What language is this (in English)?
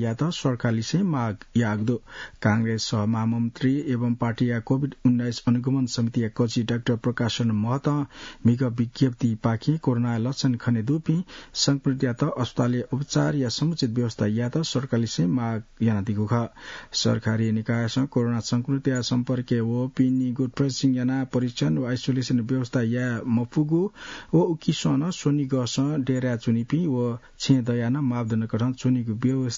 Newari